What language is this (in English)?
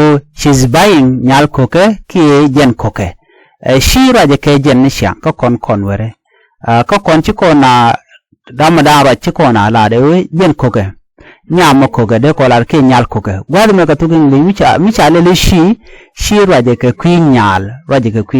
Nuer